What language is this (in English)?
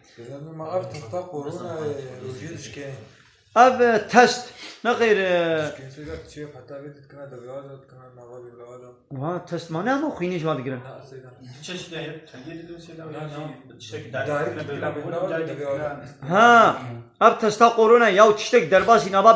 Kurdish